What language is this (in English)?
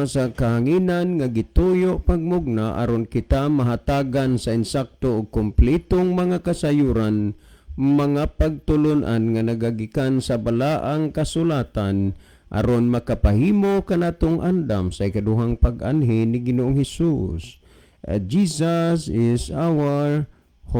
Cebuano